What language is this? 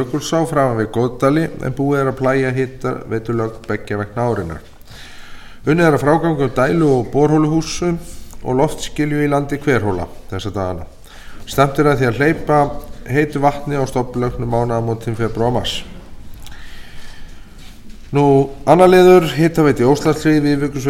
Icelandic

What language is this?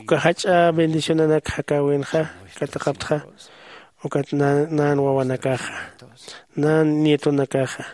Aymara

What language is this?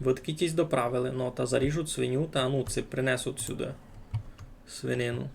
Rusyn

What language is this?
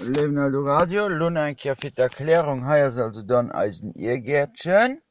Luxembourgish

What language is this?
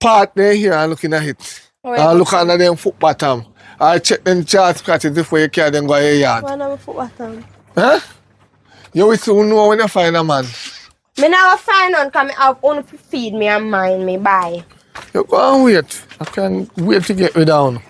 Jamaican Creole English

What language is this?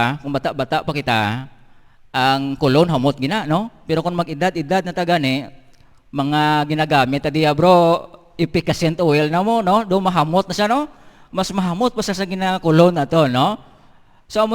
Hiligaynon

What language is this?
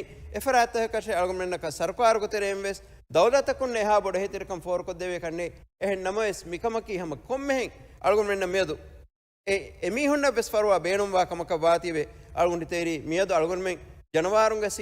Divehi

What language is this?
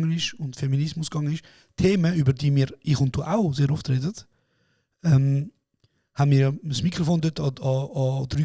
Swiss German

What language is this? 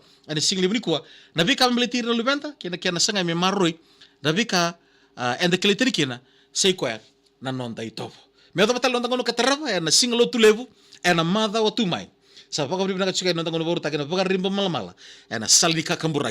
Fijian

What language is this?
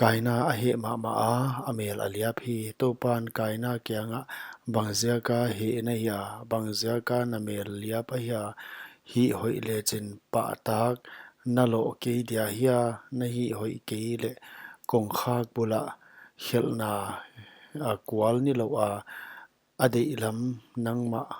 Paite Chin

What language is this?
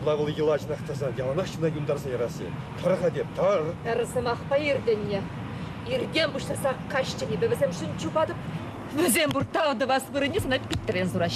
Chuvash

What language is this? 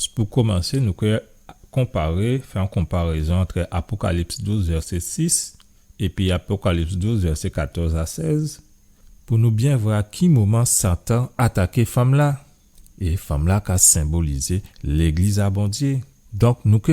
Guadeloupean Creole French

